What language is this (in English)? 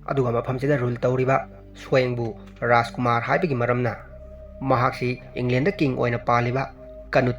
Manipuri